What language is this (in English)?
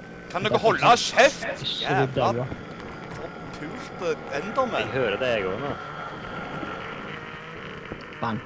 Norwegian